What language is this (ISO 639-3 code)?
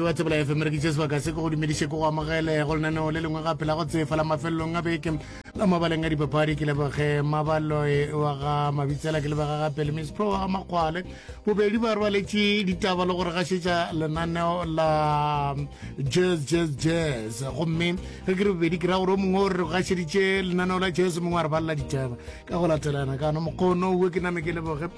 nso